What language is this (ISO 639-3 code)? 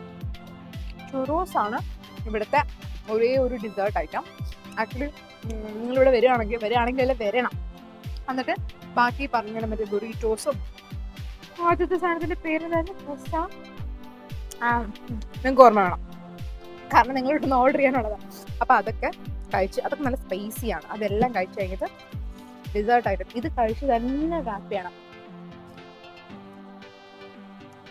mal